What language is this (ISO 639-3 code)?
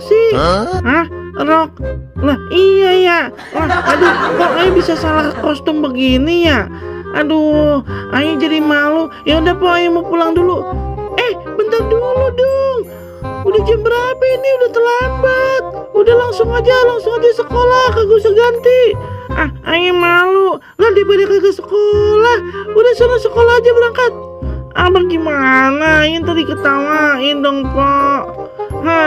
bew